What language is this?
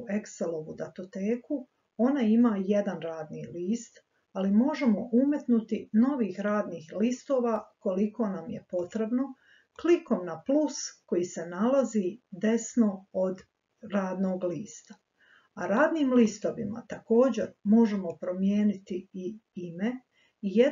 Croatian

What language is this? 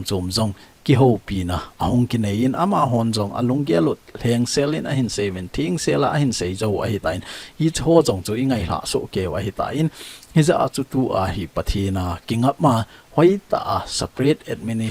Thado Chin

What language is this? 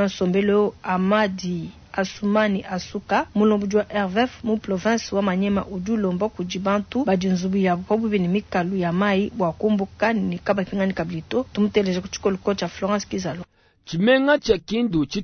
Luba-Lulua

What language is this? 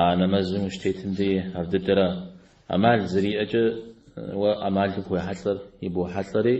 Kabardian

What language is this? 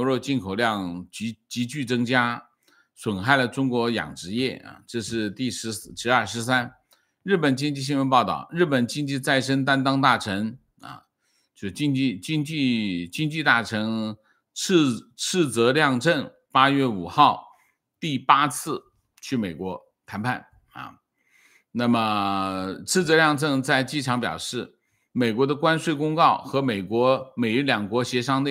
Chinese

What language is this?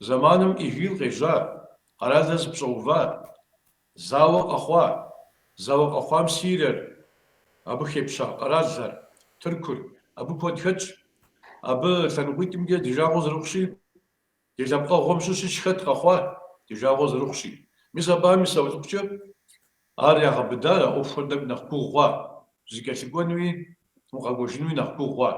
Kabardian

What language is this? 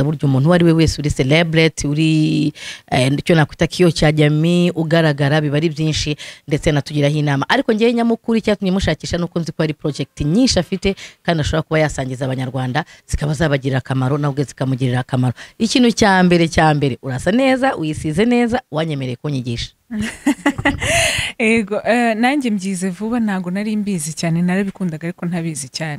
Kinyarwanda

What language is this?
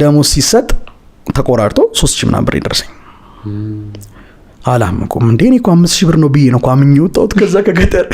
Amharic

